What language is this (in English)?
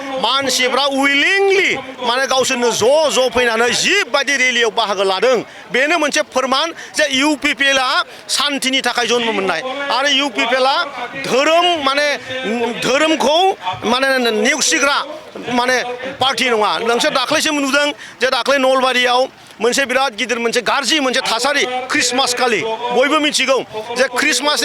Bodo